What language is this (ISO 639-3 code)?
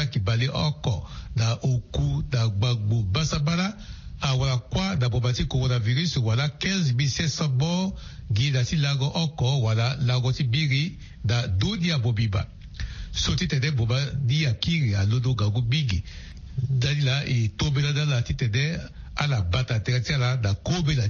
sag